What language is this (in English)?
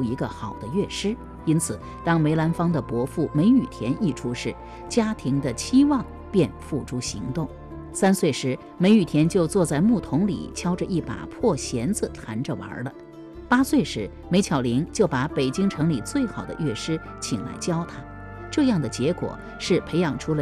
Chinese